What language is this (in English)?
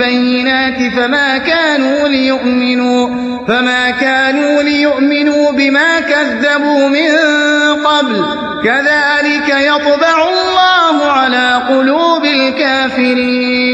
Arabic